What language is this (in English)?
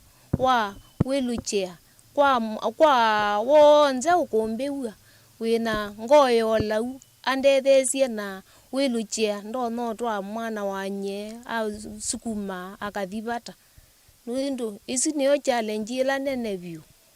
Kamba